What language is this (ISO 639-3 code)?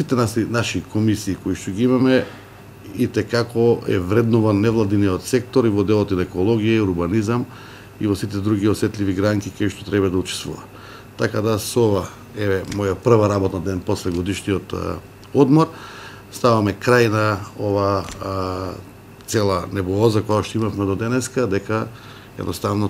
mkd